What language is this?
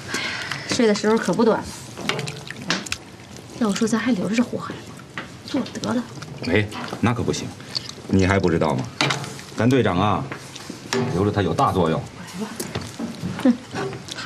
Chinese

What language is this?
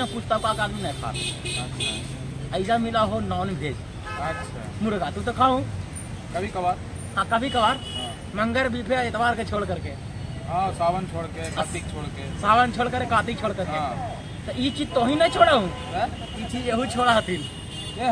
Magahi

